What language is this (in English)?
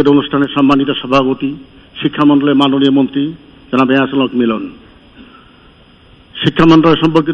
Bangla